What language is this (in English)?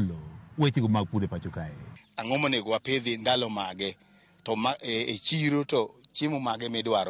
Luo (Kenya and Tanzania)